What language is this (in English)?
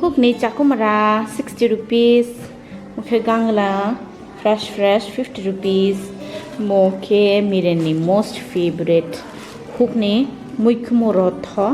Kok Borok